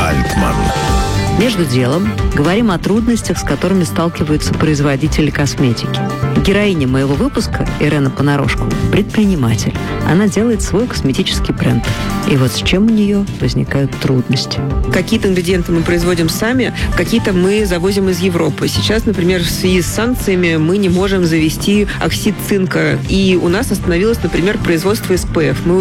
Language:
Russian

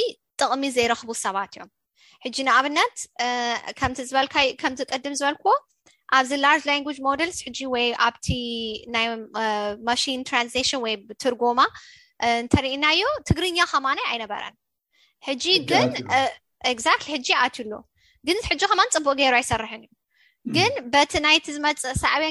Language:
Tigrinya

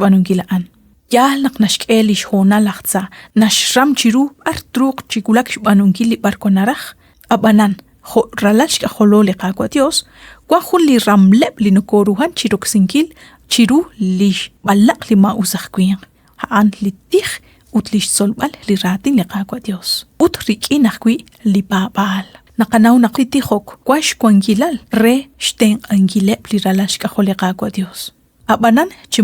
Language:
Kekchí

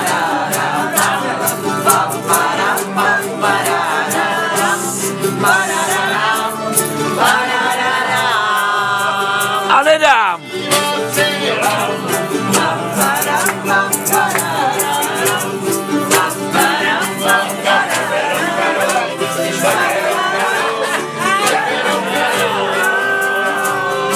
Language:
Czech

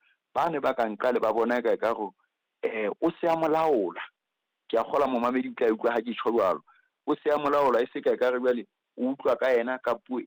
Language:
Southern Sotho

